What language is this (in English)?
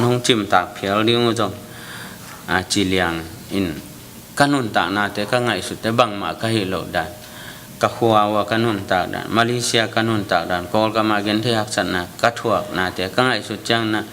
Tedim Chin